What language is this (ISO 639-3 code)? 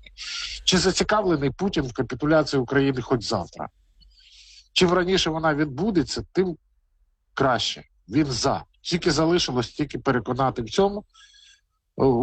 ukr